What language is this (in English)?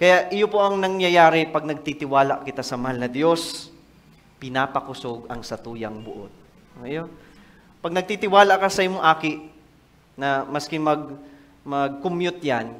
Bikol